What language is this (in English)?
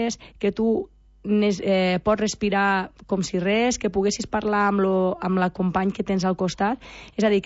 Catalan